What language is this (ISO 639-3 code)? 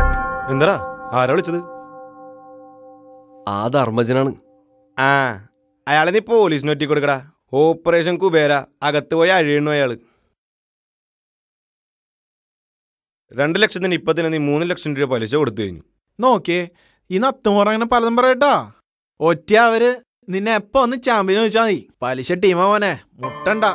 mal